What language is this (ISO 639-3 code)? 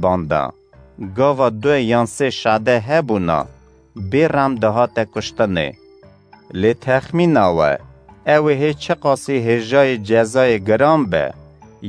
kur